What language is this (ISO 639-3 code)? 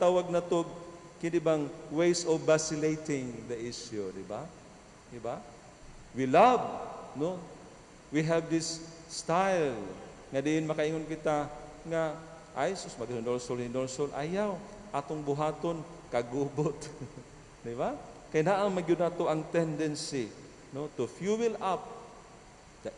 ceb